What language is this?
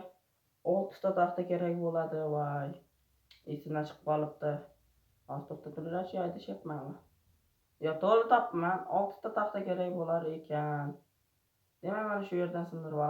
Uzbek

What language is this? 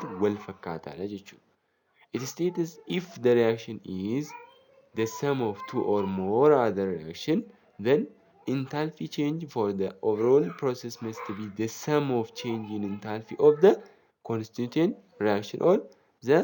Oromo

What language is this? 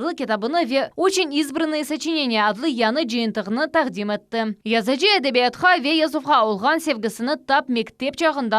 Crimean Tatar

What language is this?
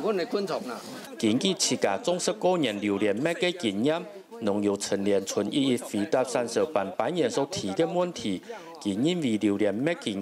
Hakka Chinese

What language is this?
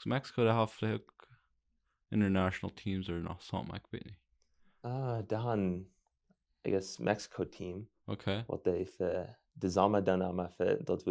Plautdietsch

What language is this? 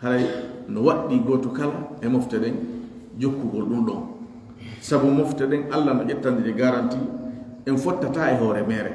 Pular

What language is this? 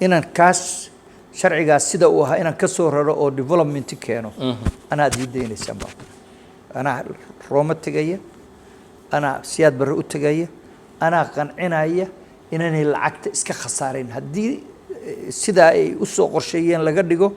Somali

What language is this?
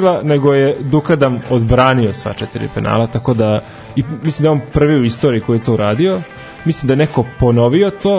Serbian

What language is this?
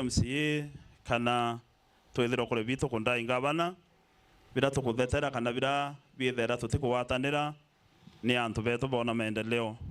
Meru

